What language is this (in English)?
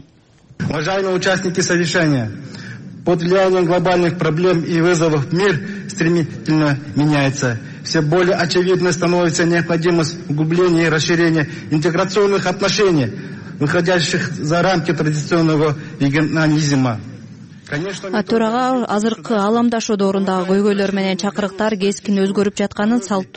Kyrgyz